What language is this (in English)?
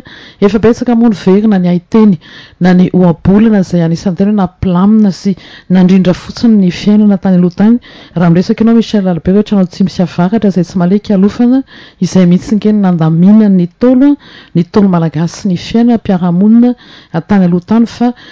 Malagasy